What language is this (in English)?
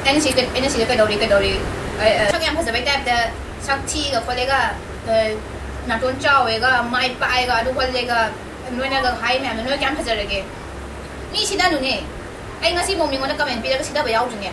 Manipuri